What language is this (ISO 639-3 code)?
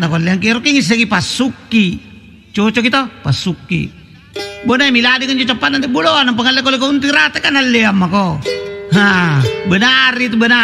mak